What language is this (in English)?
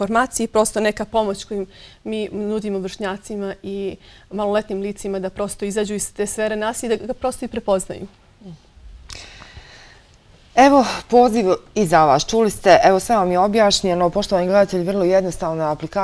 Bosnian